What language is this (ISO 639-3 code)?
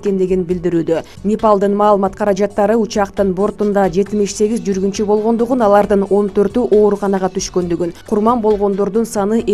kir